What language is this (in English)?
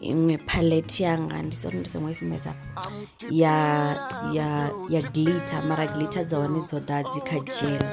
Venda